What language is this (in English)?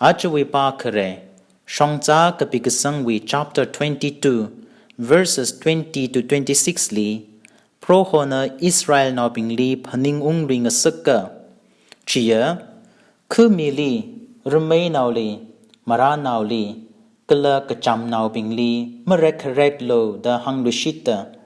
Tangkhul Naga (India)